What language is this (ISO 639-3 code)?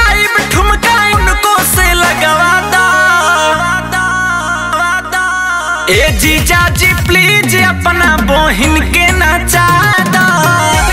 bho